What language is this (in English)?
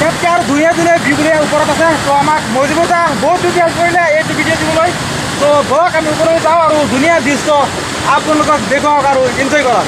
Assamese